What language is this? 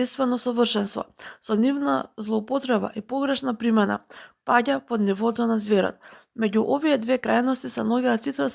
Macedonian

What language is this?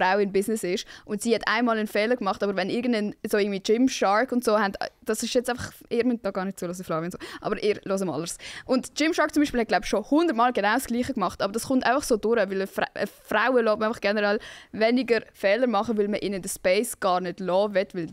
Swiss German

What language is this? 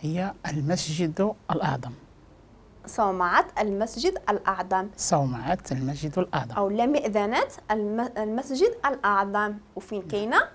Moroccan Arabic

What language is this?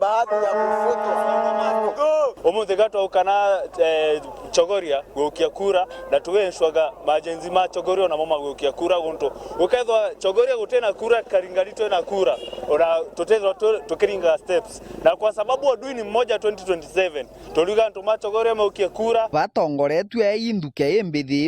Meru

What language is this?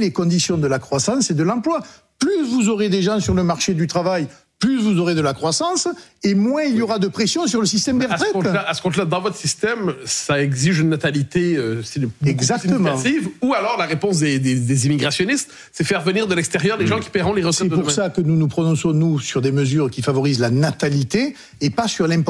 French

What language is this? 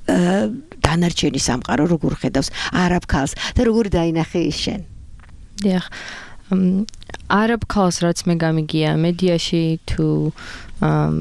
Georgian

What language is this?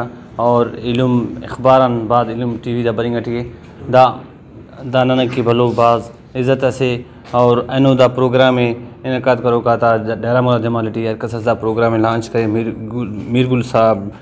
Brahui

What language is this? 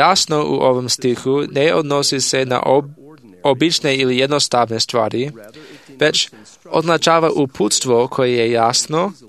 Serbian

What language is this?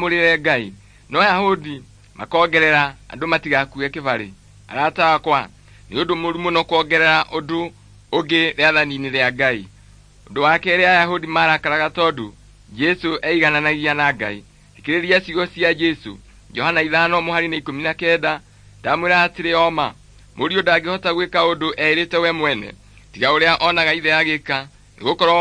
Kikuyu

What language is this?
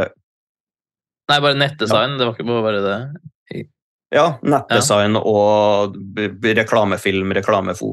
Norwegian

